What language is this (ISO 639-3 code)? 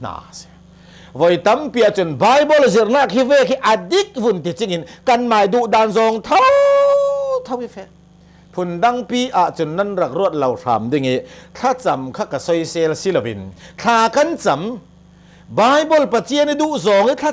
cnh